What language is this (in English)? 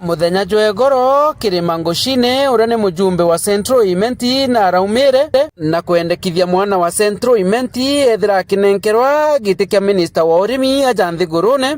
Meru